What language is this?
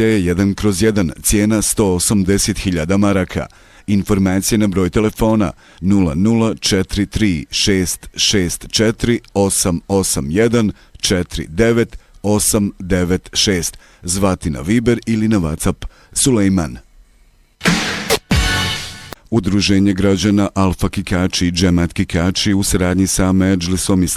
Bosnian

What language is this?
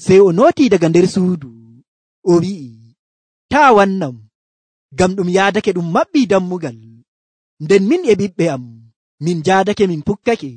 Nigerian Fulfulde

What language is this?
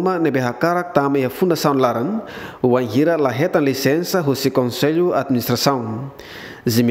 Tetum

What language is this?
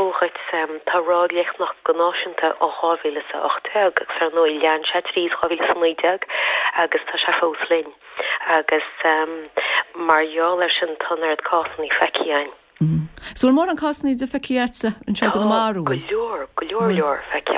Irish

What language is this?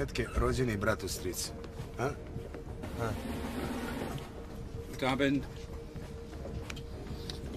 Croatian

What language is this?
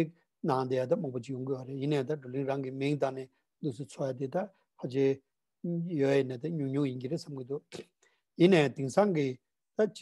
Tibetan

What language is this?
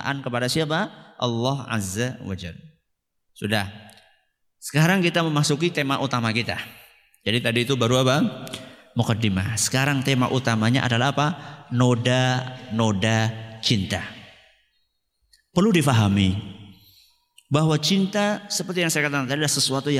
Indonesian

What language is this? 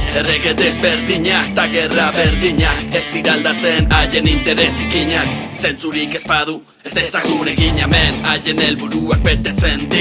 Basque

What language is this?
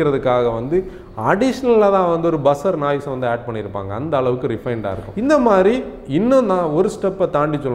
Tamil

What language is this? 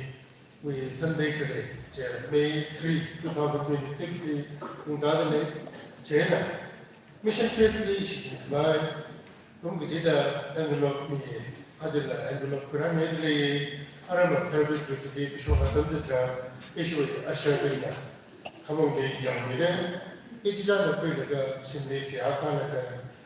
Tangkhul Naga (India)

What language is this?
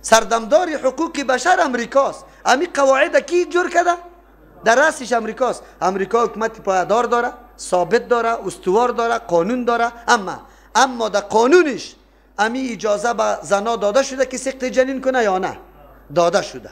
Persian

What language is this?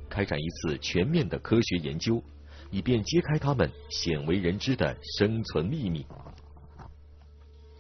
Chinese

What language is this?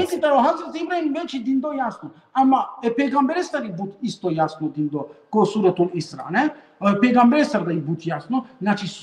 Balkan Romani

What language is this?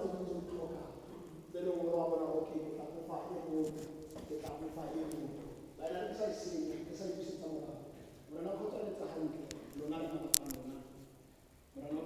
Tswana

